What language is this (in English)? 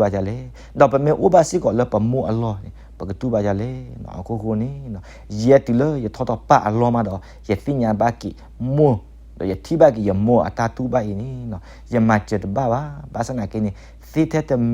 S'gaw Karen